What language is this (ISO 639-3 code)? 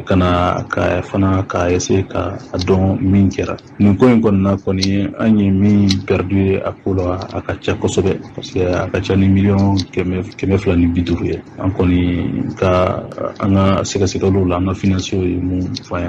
bam